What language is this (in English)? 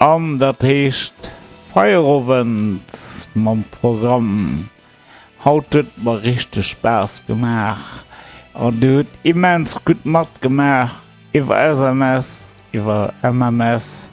Luxembourgish